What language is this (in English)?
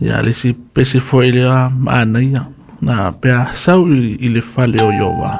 Samoan